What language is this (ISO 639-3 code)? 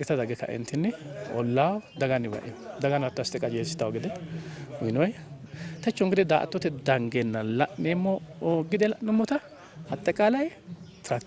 sid